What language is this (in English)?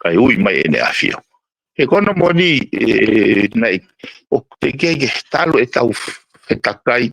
Tongan